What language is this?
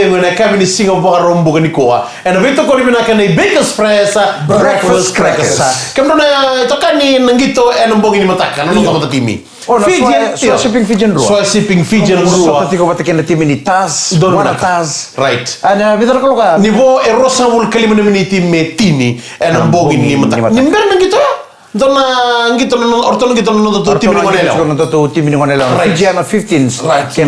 Fijian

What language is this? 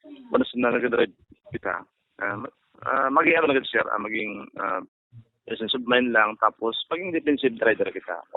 Bikol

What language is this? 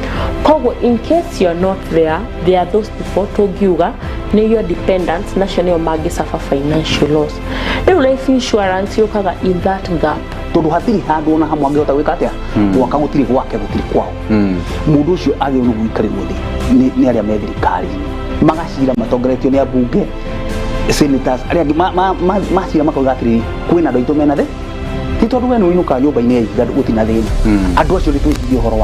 Kikuyu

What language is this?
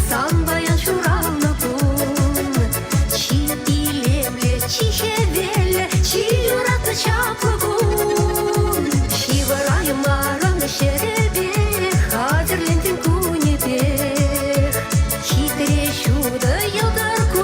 Chuvash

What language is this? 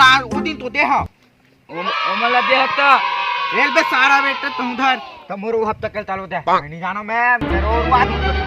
Chhattisgarhi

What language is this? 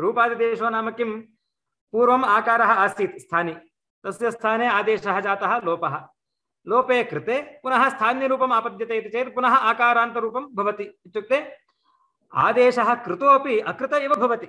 Sanskrit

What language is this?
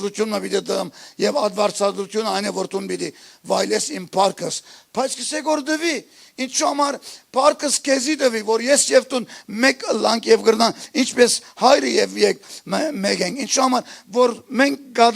Western Armenian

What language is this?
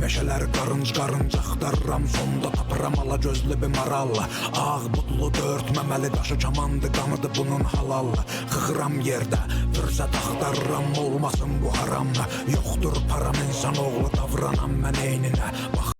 South Azerbaijani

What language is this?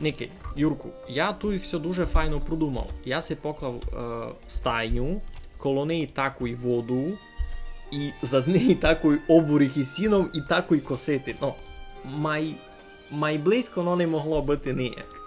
Rusyn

